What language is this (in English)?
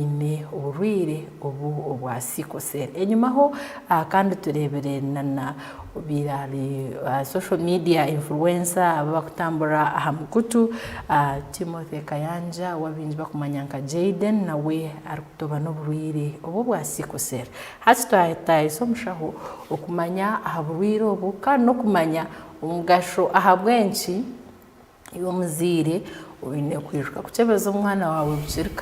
Nyankole